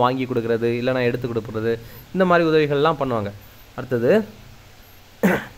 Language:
Tamil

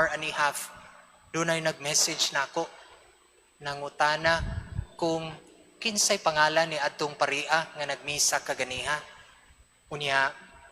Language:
Cebuano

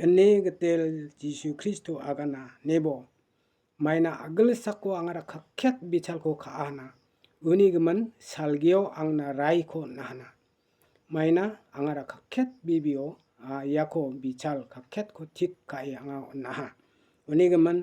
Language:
Garo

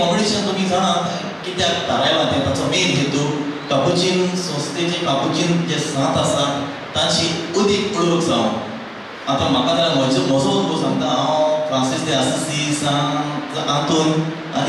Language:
Konkani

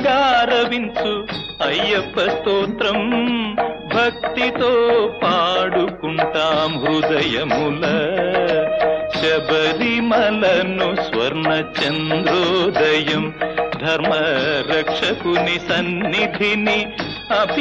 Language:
Telugu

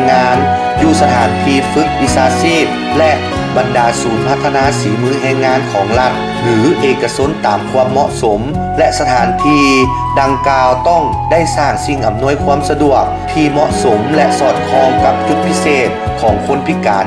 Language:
Lao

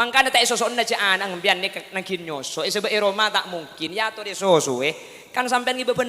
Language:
Madurese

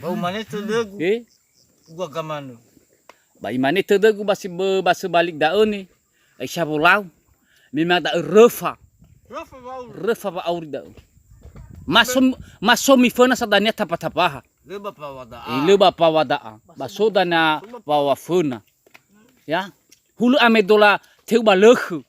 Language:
Nias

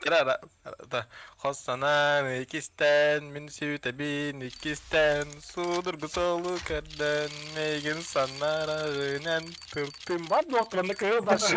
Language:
Yakut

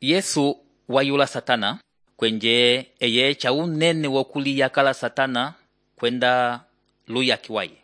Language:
Umbundu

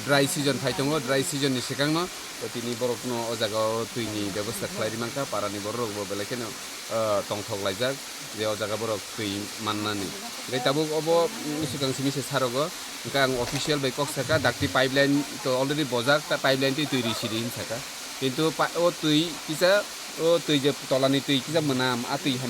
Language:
Kok Borok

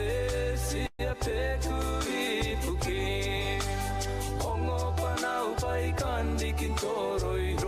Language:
Gilbertese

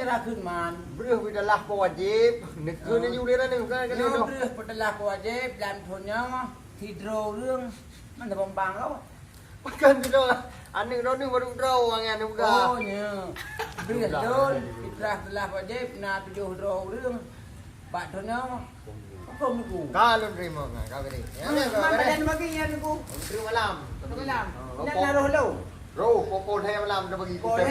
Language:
Achinese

